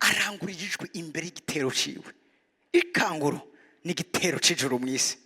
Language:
Rundi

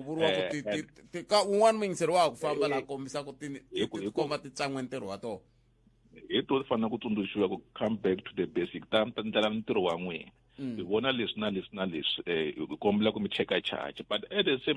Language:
Tsonga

